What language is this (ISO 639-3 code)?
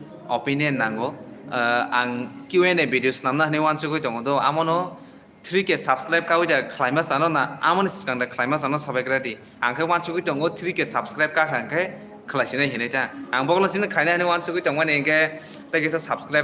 trp